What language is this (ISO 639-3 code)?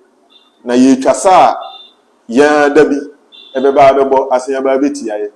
aka